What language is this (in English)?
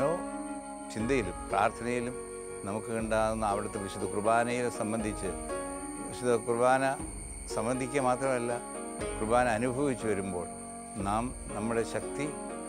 Malayalam